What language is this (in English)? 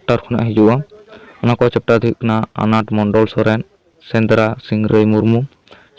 Santali